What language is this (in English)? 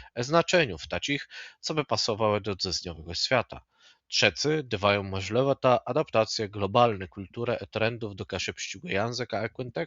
Kashubian